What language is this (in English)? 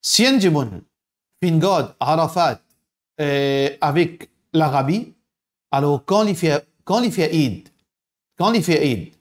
Morisyen